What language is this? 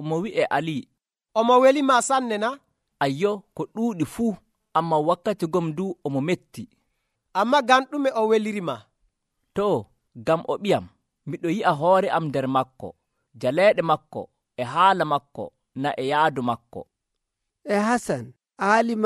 Nigerian Fulfulde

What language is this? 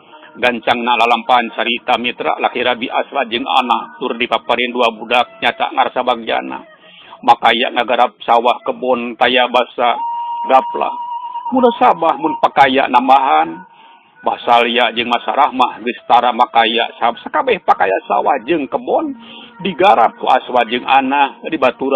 Sundanese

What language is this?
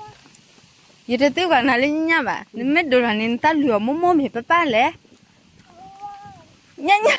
S'gaw Karen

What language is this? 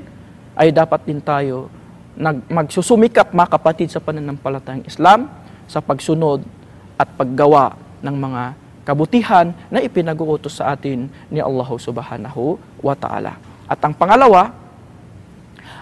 Filipino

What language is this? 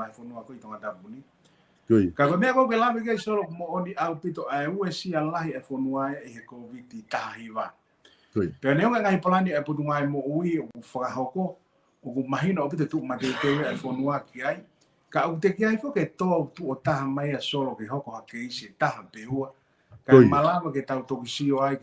Tongan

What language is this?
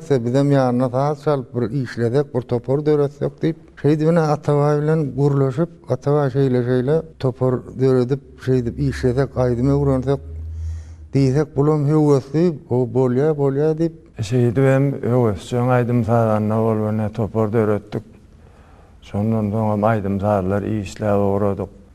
Turkmen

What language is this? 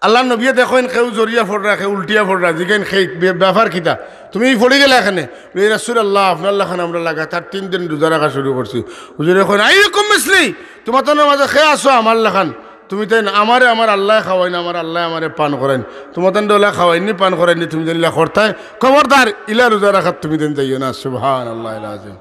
Sylheti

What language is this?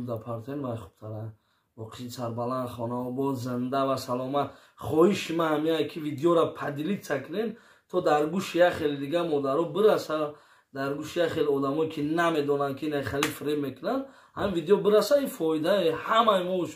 Tajik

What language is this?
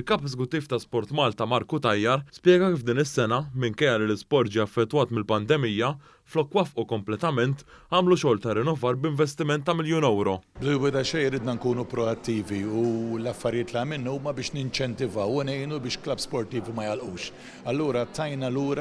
Maltese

